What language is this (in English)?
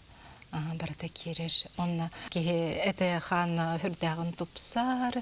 Yakut